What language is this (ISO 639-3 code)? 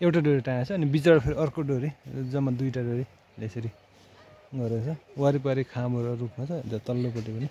nep